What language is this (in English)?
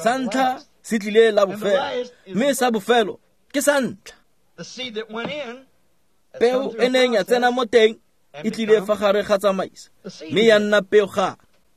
Tswana